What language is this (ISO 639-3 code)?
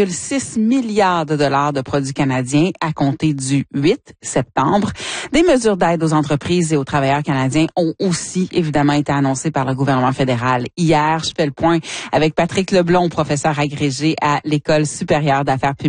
fra